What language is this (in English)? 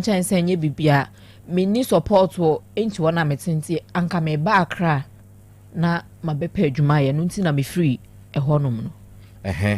Akan